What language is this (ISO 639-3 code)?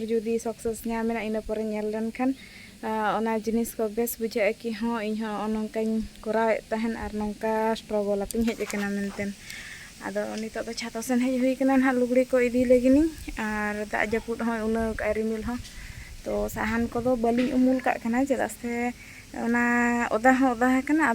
sat